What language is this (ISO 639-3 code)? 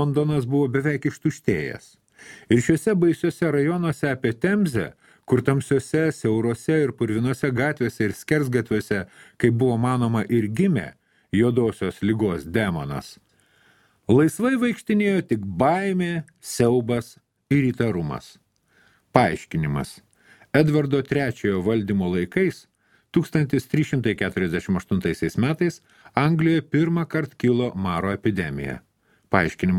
lit